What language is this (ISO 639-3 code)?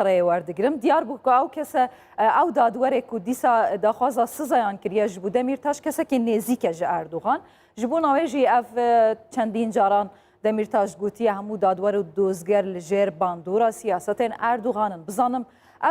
kur